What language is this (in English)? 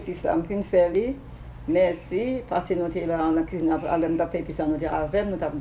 Haitian Creole